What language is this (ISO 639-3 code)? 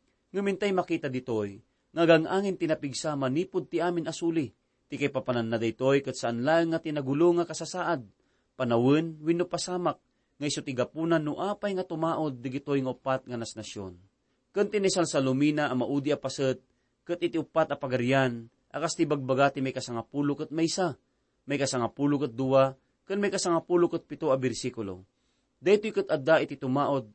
ilo